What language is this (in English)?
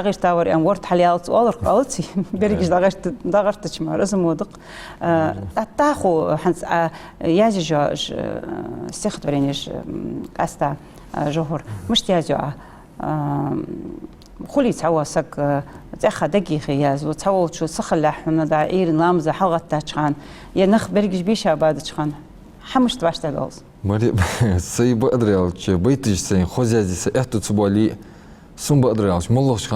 Ingush